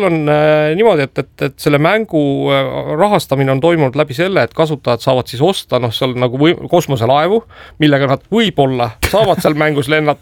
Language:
Estonian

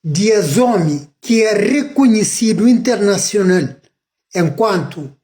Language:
Kabuverdianu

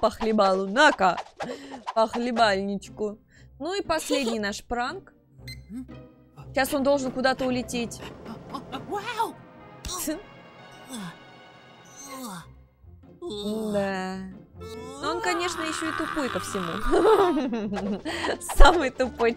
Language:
Russian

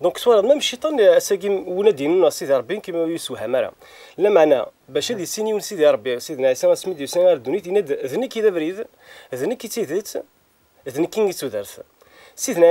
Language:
Kabyle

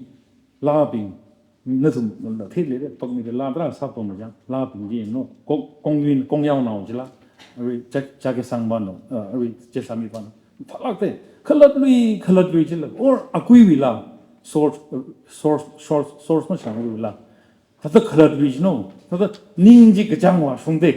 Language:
Tangkhul Naga (India)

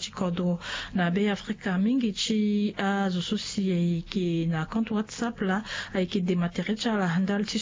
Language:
Sango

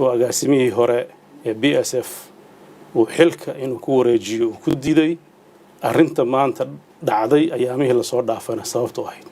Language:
Somali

